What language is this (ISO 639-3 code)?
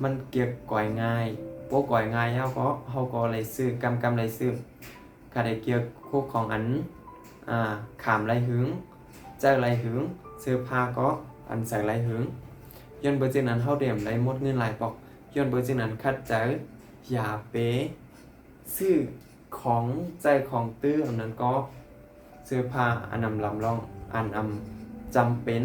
shn